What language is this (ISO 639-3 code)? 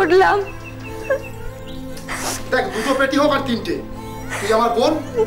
ben